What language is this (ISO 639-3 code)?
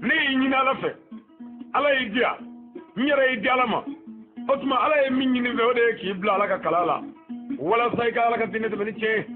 bam